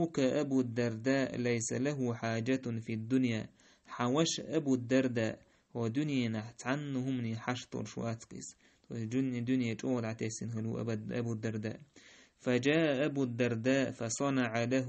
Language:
Chechen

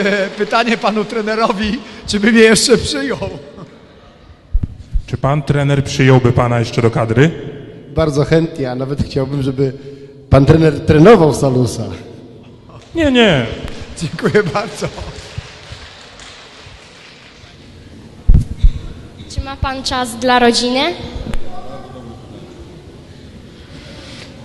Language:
Polish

